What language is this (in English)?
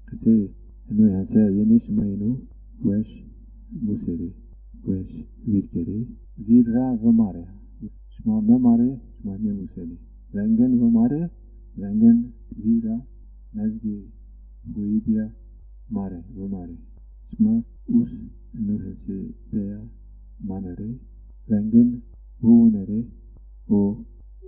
Zaza